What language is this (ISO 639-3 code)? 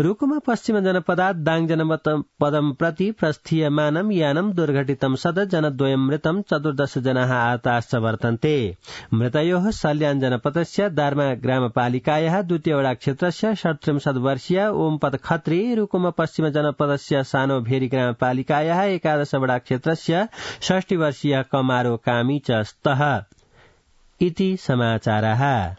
san